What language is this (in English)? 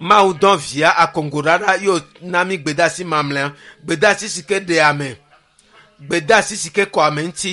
Ewe